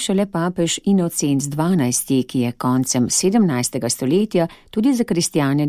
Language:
Slovenian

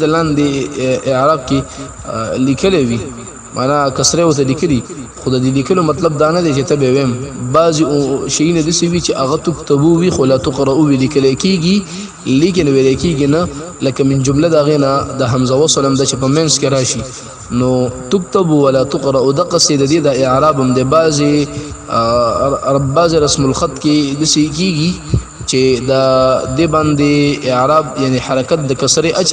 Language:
Pashto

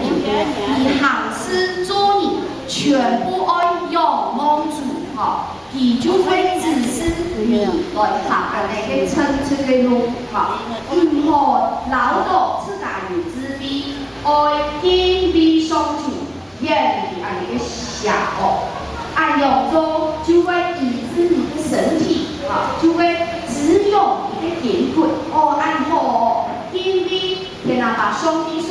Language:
Hakka Chinese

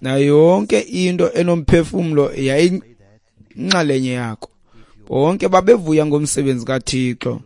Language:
Xhosa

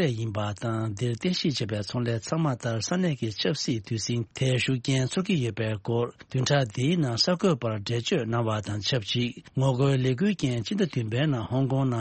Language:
Tibetan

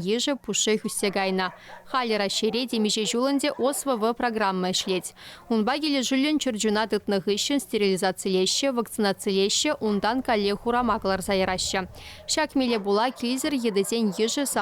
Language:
Chuvash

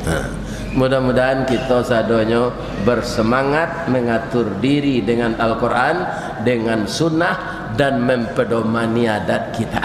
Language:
Minangkabau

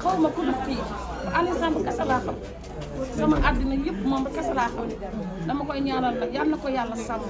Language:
Wolof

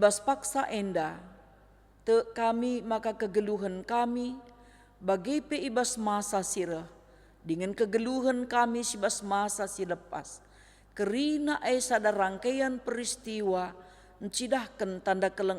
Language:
Batak Karo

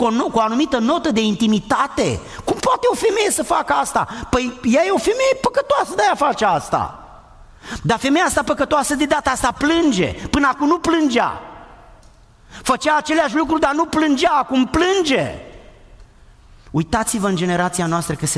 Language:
Romanian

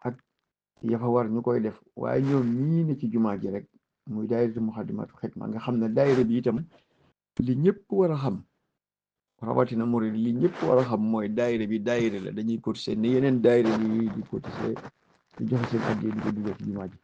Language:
Wolof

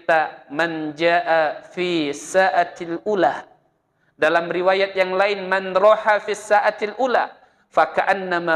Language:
Buginese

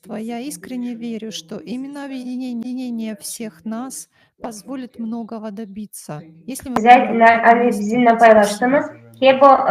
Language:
Gagauz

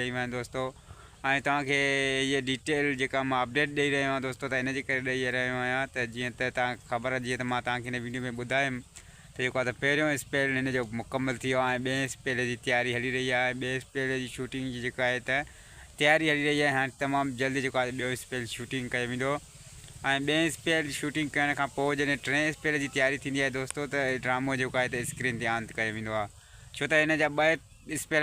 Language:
Sindhi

